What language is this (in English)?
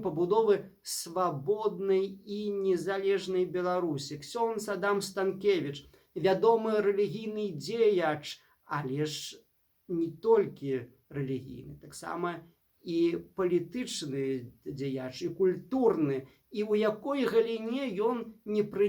Belarusian